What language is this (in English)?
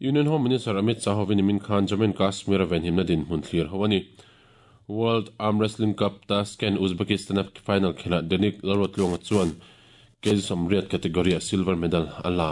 Mizo